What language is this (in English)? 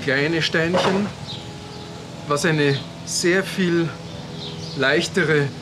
German